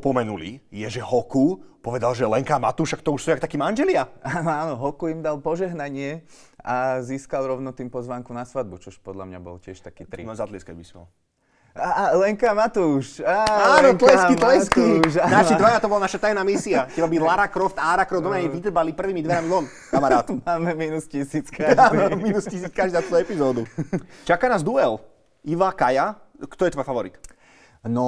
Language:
Slovak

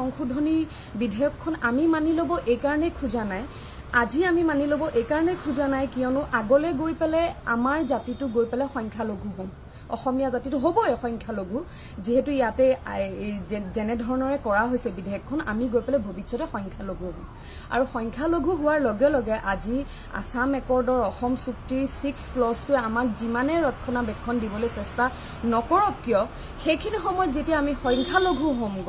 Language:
Assamese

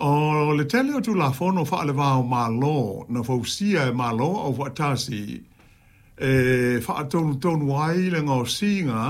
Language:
Samoan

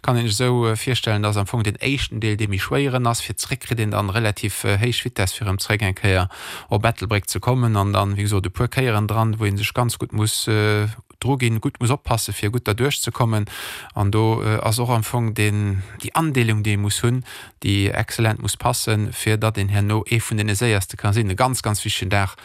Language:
Luxembourgish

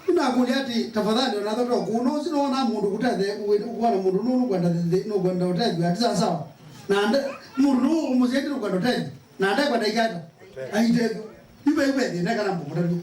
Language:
Kamba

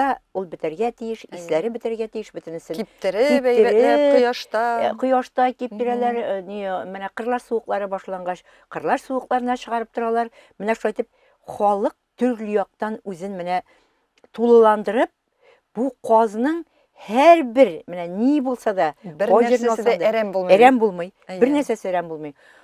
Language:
Tatar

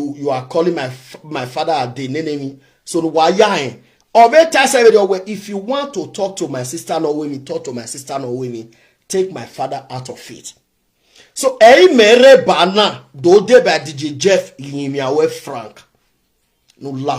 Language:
Nigerian Pidgin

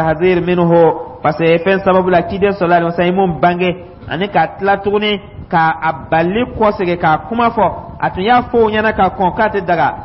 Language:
Dyula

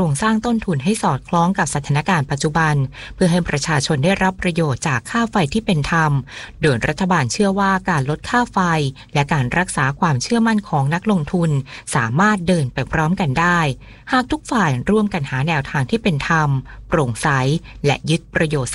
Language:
Thai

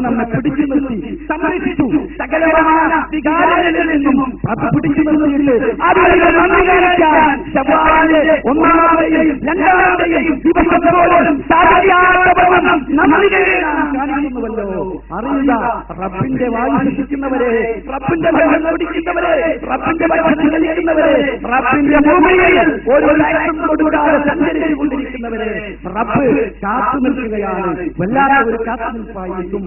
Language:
Malayalam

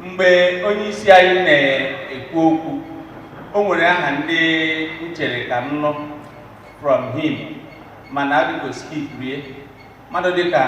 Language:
Igbo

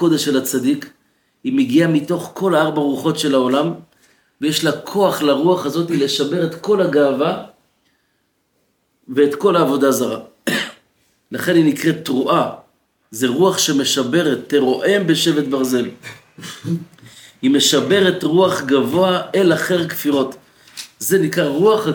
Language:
Hebrew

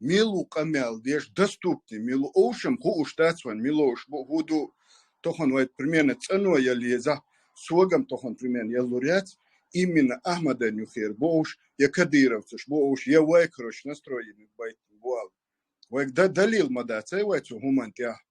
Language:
Chechen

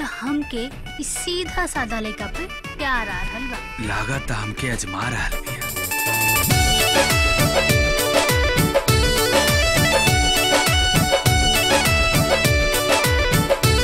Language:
Bhojpuri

